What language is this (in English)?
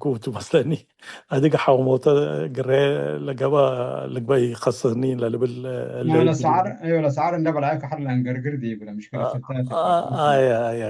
Tigre